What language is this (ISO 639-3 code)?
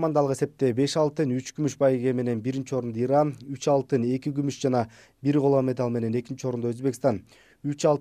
kir